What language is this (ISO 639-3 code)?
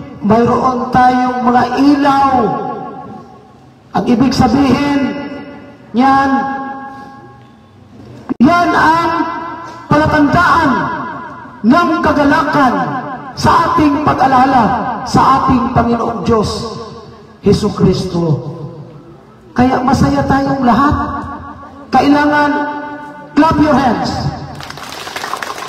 fil